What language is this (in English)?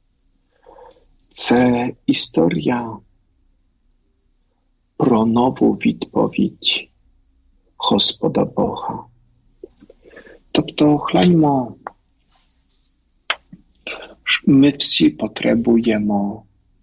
Ukrainian